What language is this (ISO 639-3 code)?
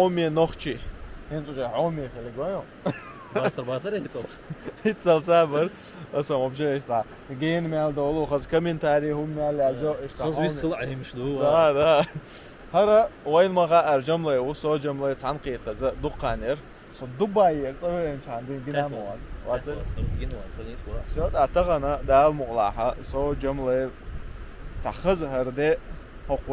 che